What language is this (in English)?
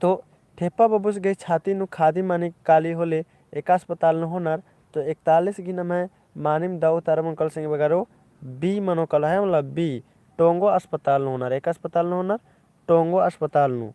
Kurukh